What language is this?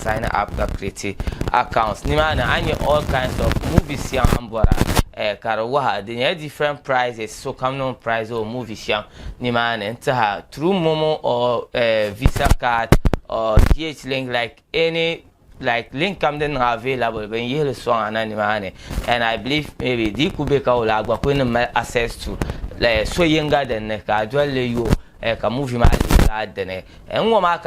Dagbani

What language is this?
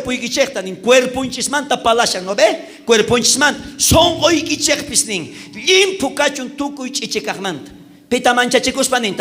South Bolivian Quechua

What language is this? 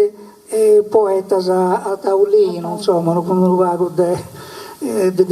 Sardinian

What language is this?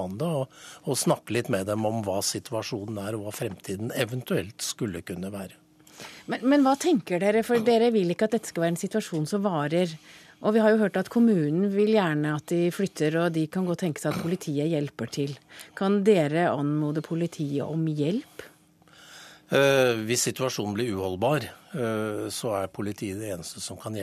Norwegian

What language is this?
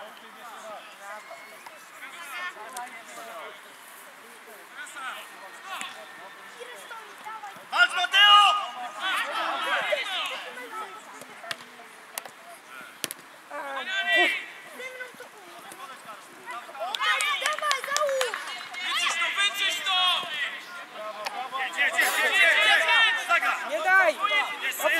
Polish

